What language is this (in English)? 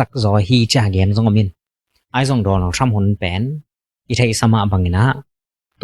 Tedim Chin